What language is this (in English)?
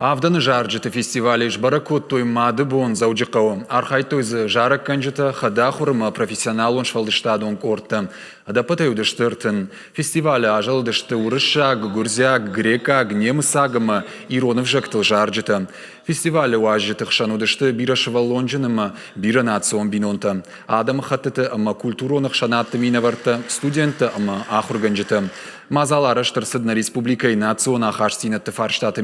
Ossetic